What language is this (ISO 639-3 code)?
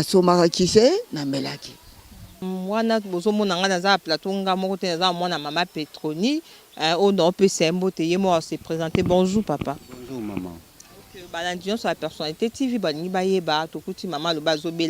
lin